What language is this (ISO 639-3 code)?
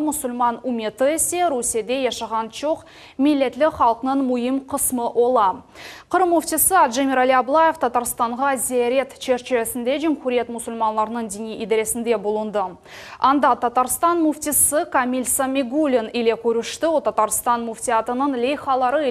crh